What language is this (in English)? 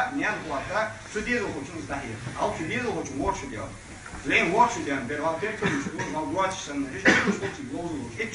Ingush